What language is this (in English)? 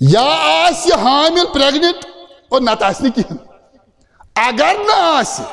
Kashmiri